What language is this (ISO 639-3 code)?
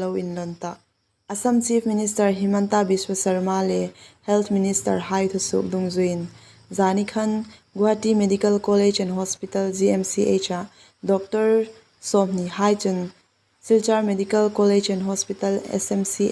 hmr